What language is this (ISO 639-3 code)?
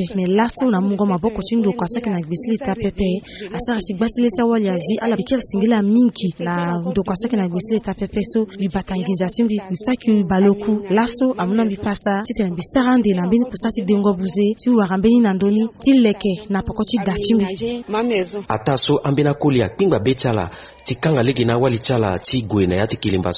sag